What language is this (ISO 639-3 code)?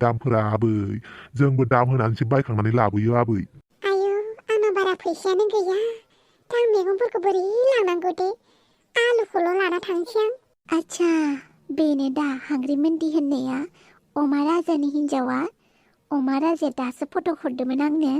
brx